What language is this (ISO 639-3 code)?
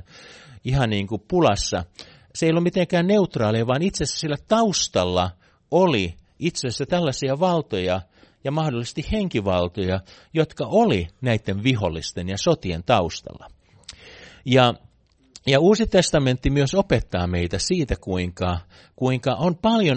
fin